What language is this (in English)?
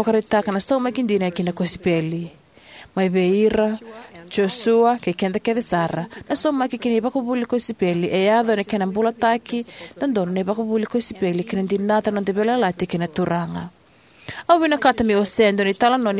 Fijian